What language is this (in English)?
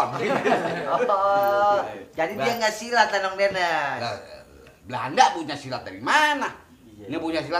Betawi